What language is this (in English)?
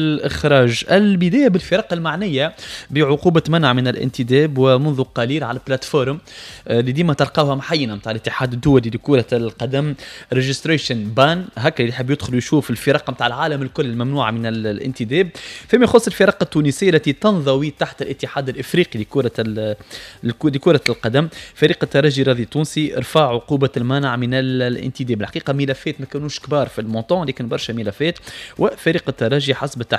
Tunisian Arabic